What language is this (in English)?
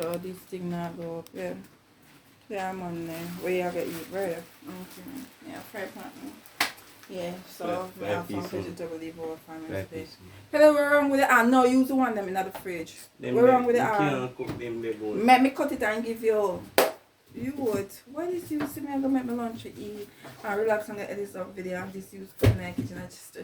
Jamaican Creole English